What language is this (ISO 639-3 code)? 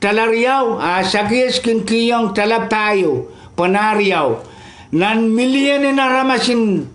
pon